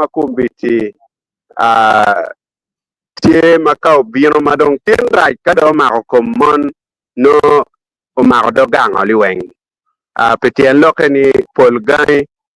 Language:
Acoli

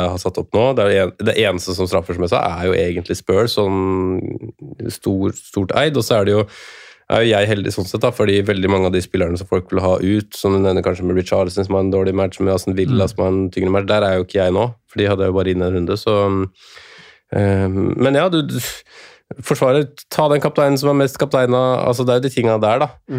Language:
Norwegian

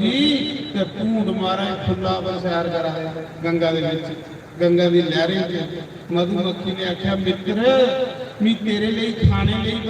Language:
Dogri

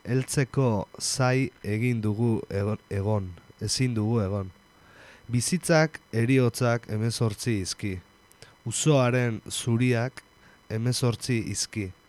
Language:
Basque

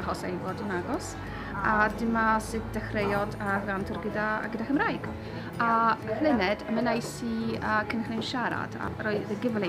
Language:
Welsh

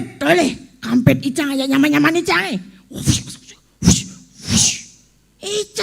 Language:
Balinese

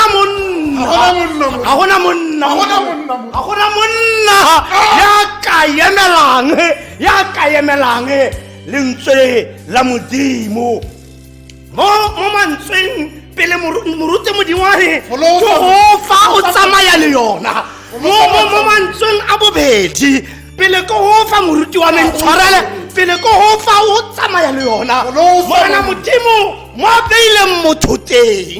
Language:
Tswana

